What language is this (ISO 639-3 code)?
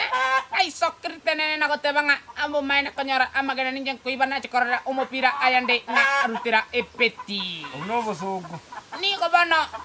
guz